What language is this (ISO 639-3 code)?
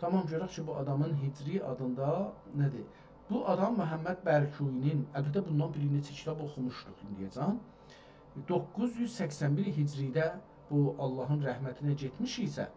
azb